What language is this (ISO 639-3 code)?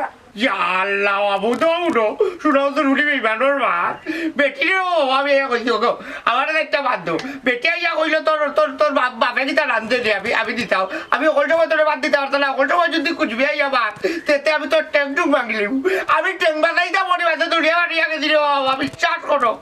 syl